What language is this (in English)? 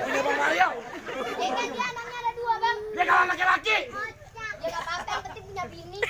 Betawi